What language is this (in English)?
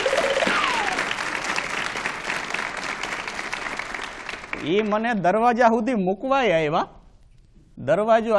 Gujarati